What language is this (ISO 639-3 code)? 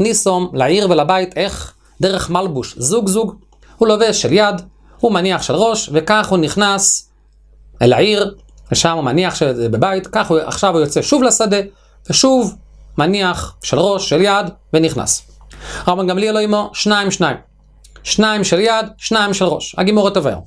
heb